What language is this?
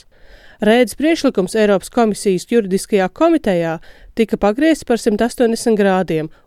Latvian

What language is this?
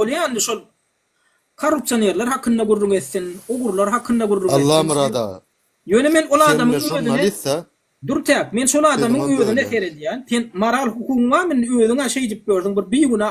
Turkmen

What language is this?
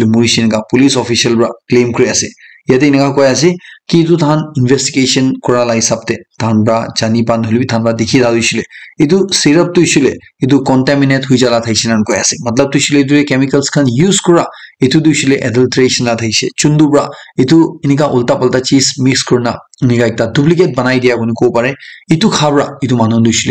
Naga Pidgin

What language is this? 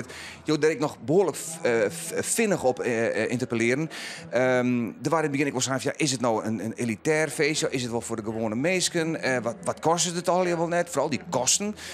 Western Frisian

